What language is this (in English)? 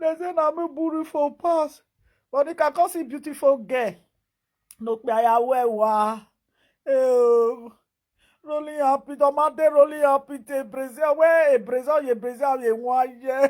Nigerian Pidgin